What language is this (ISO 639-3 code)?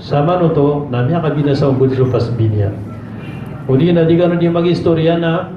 mrw